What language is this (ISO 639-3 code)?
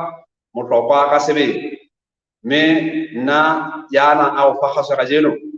sot